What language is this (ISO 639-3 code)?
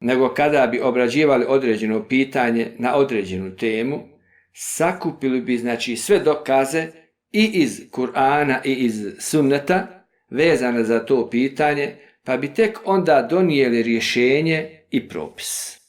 bos